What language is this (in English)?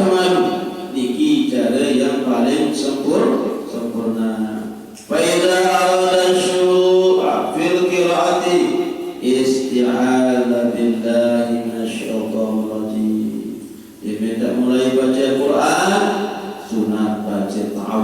Sasak